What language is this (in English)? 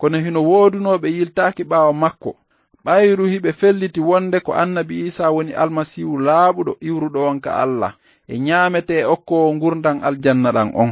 Fula